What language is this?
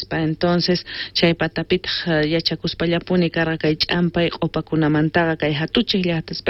South Bolivian Quechua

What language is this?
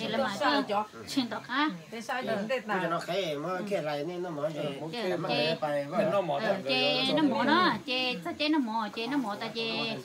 Hmong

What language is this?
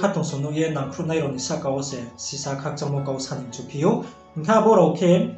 Riang (India)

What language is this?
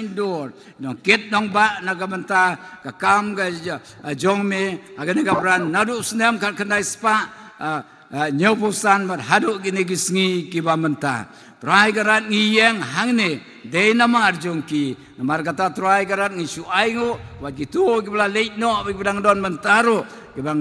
Khasi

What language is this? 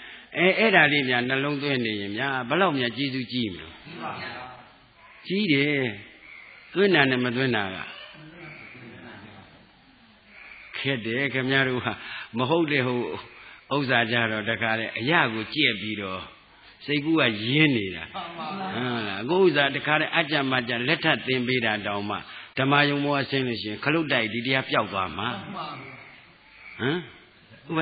Burmese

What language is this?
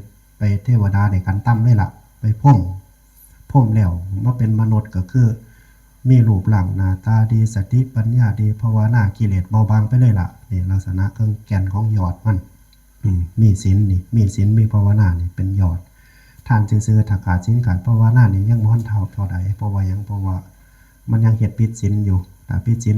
Northeastern Thai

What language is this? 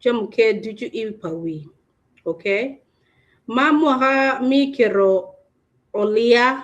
Acoli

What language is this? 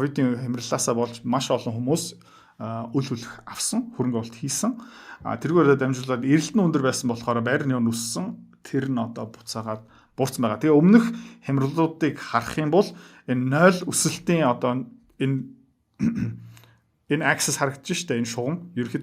Mongolian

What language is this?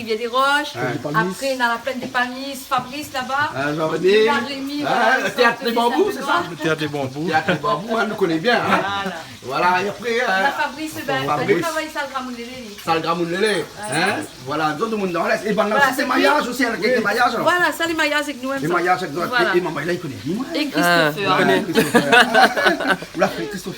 Réunion Creole French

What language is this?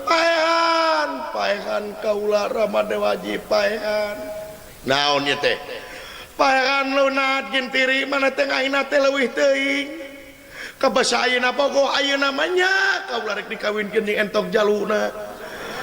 Sundanese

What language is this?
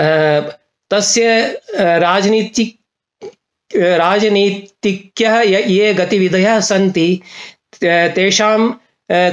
Sanskrit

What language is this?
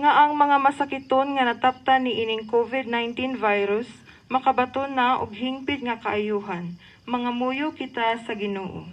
Cebuano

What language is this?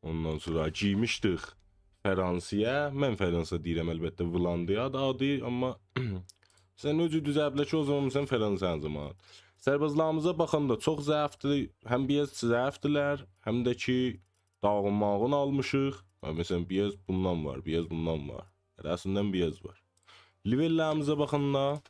South Azerbaijani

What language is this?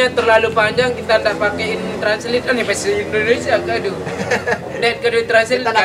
Sasak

